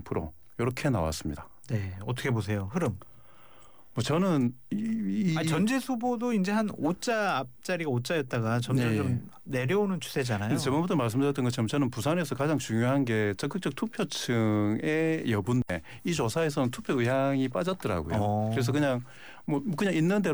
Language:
Korean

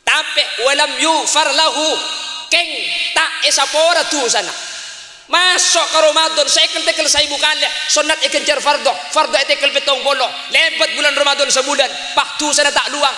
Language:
Madurese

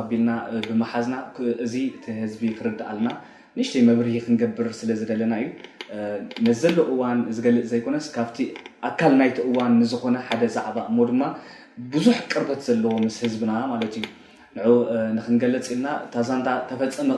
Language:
Tigrinya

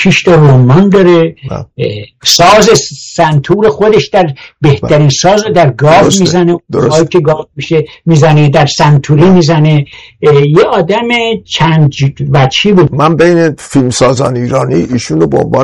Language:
Persian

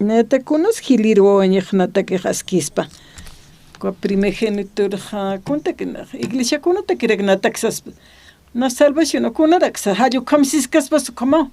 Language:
Aymara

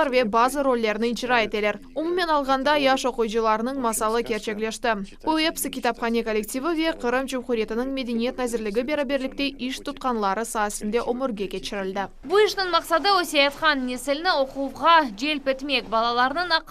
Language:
Crimean Tatar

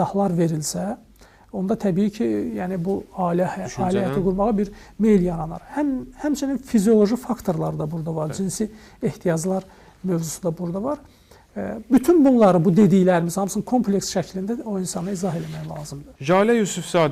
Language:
Azerbaijani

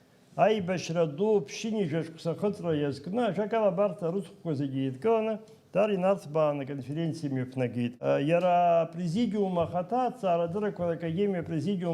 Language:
Abkhazian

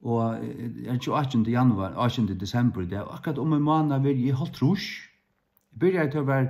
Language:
Faroese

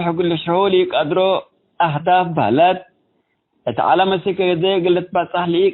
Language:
Tigre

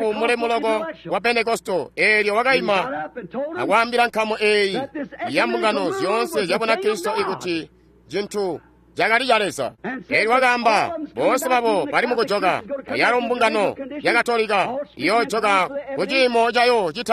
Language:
Tonga (Zambia)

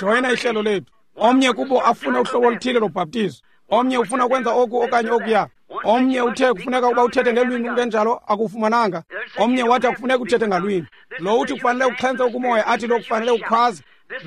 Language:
Xhosa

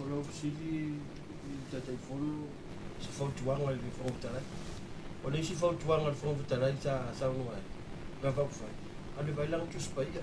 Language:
Samoan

